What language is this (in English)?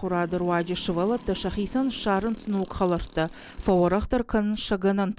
Ossetic